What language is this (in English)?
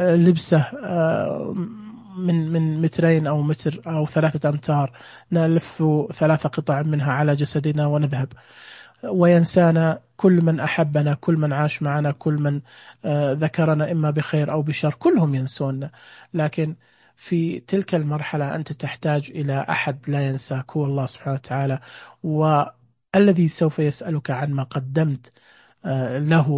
Najdi Arabic